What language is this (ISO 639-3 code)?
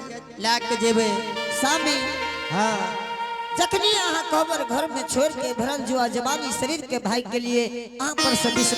anp